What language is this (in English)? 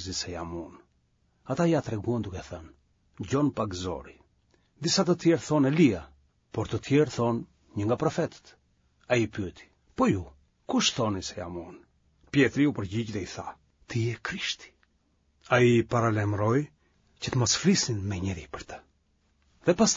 Albanian